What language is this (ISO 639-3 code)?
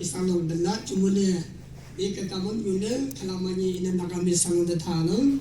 nag